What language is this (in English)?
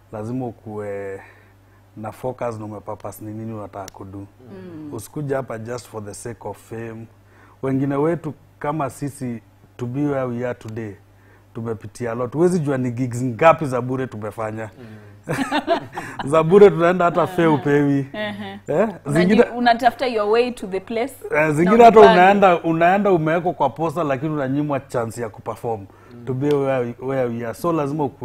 Swahili